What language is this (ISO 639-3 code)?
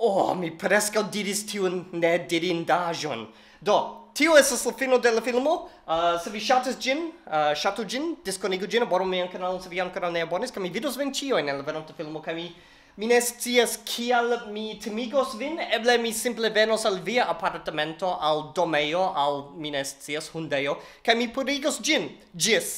epo